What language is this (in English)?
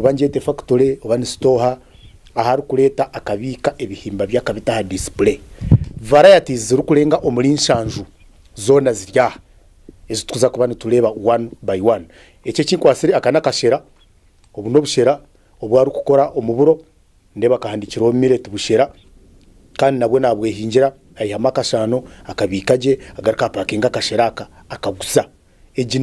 Nyankole